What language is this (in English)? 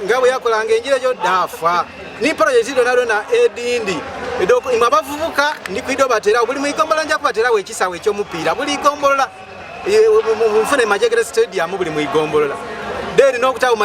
Ganda